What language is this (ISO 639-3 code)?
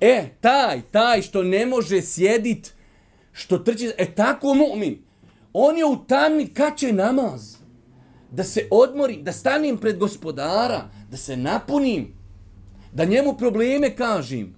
bos